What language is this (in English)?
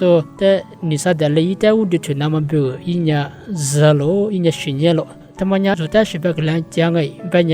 Lisu